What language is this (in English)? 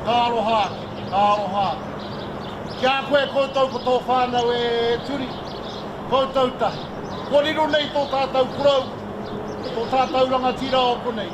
Māori